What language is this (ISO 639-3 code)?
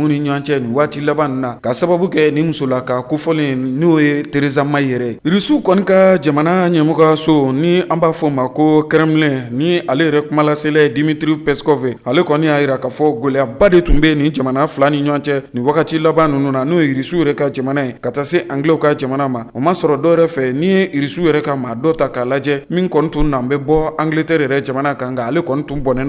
bam